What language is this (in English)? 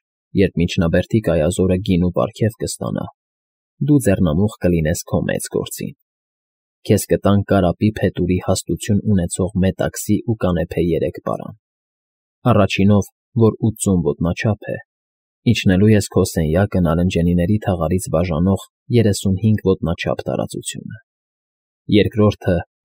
Armenian